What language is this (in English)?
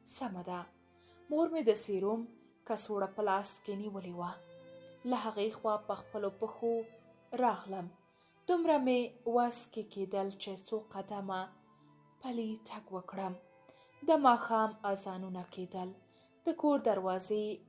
Pashto